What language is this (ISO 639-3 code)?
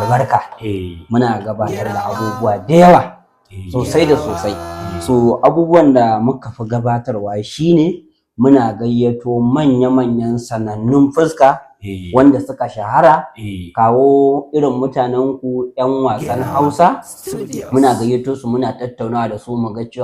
hau